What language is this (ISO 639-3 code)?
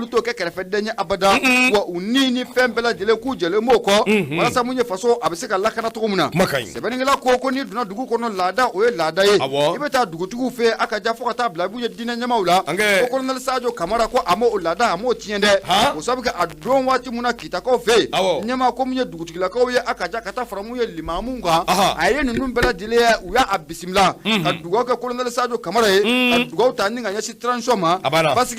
bam